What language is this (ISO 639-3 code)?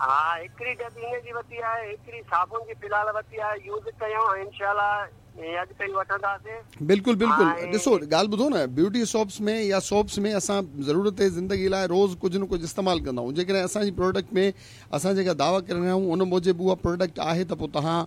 snd